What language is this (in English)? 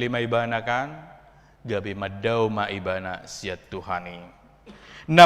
Batak Toba